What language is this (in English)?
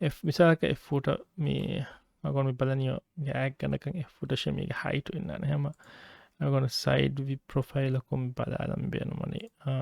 Divehi